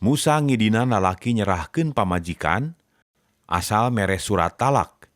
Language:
Sundanese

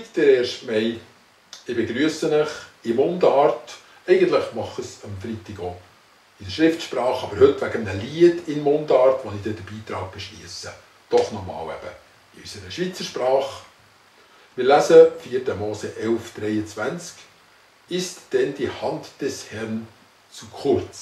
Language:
Swiss German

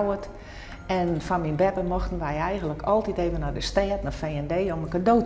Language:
Western Frisian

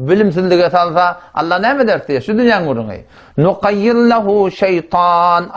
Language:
Turkmen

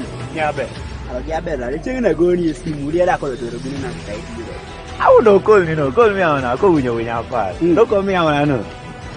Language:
Kumam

